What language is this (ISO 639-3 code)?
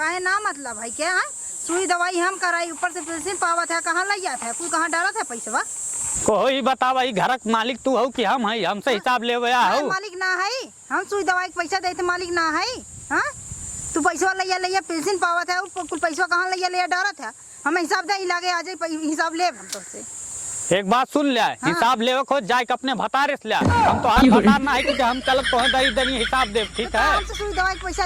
awa